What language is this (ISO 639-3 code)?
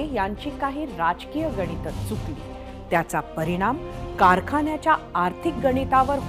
mar